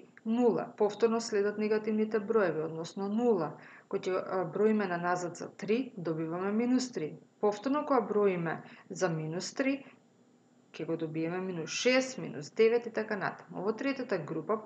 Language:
Macedonian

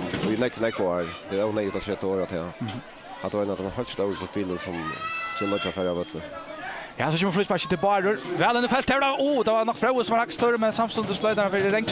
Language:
Faroese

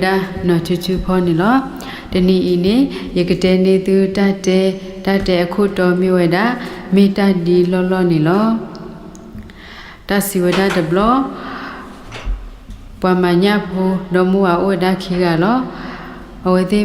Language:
S'gaw Karen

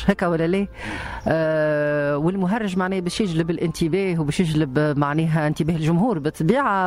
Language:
Tunisian Arabic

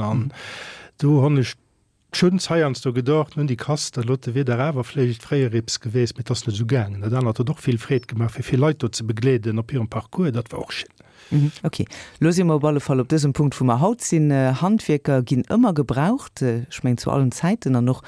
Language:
Luxembourgish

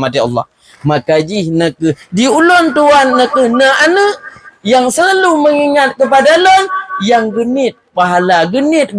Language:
Achinese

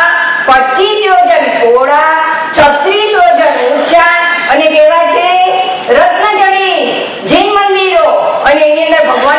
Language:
Gujarati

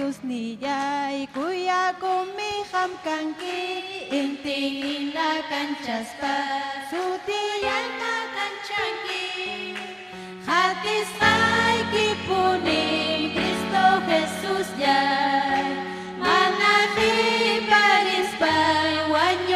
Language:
Ayacucho Quechua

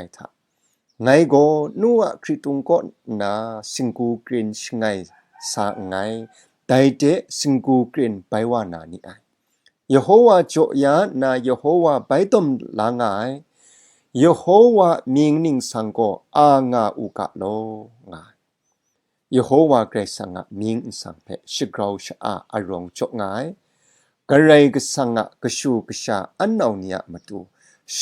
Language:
Kachin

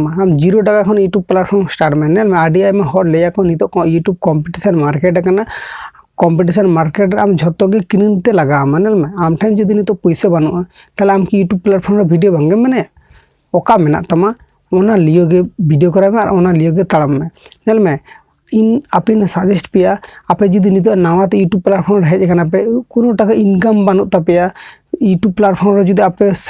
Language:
Santali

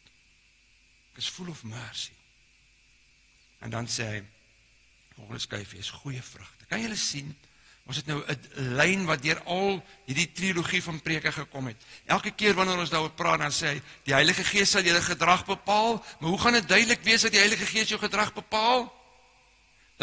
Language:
Afrikaans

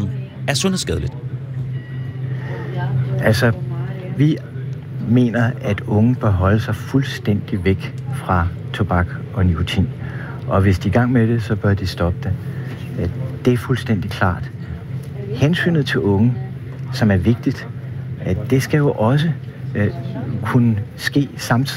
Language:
Danish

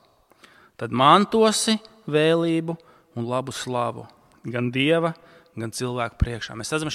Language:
Latvian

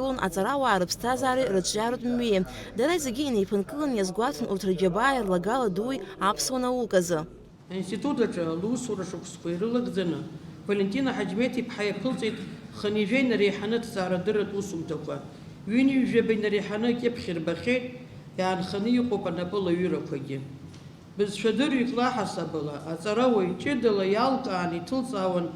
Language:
Abkhazian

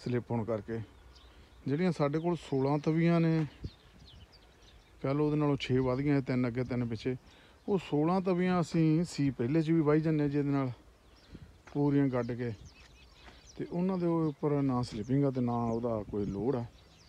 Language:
Punjabi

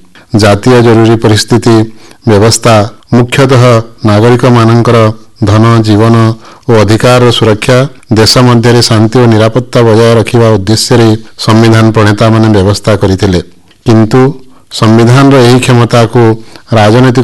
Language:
Odia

